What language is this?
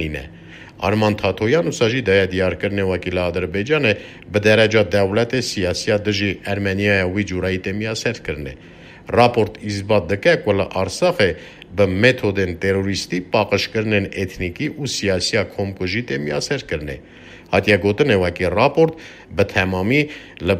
Kurdish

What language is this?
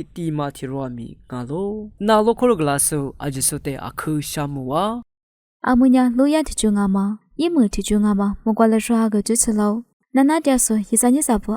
Lisu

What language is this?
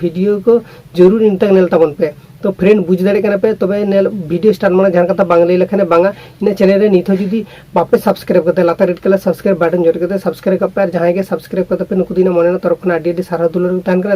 Santali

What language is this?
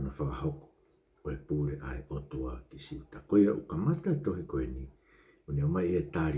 Tongan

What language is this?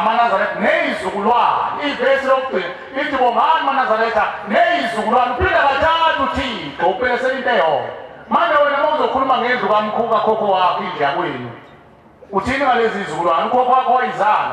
Zulu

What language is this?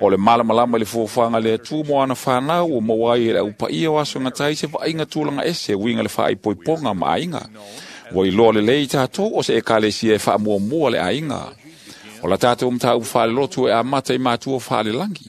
Samoan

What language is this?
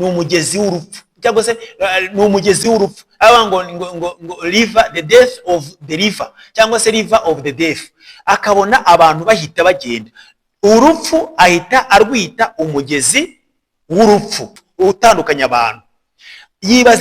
Kinyarwanda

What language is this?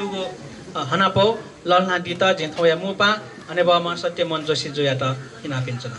Newari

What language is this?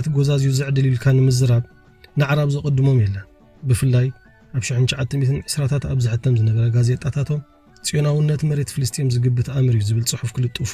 Tigrinya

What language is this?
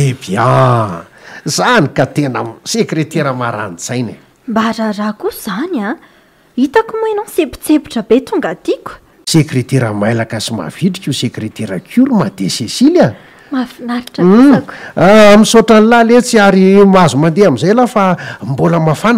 Malagasy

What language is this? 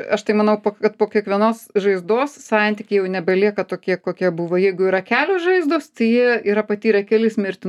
Lithuanian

